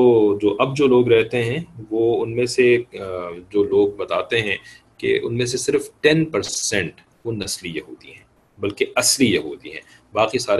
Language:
Urdu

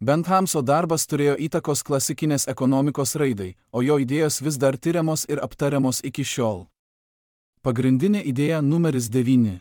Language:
Lithuanian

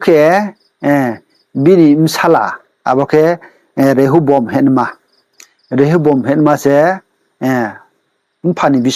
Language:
Riang (India)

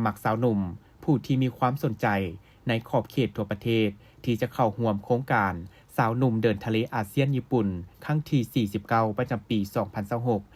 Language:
Lao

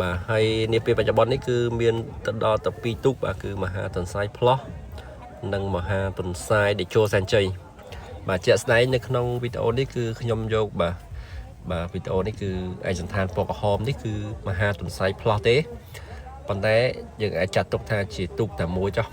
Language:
Khmer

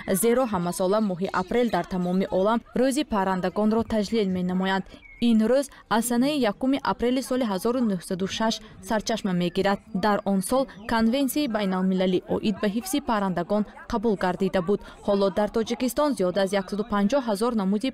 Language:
Tajik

